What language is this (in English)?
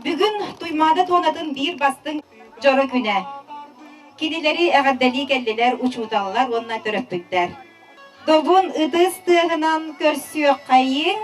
Yakut